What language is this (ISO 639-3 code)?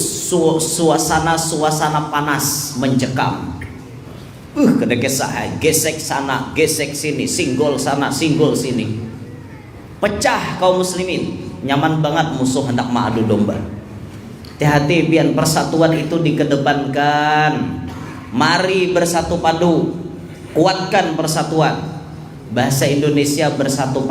bjn